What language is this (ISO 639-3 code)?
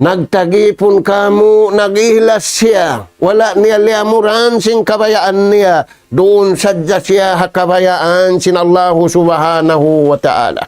tsg